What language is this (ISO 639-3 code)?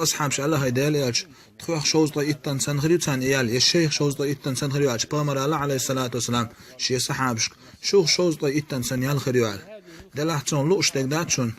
che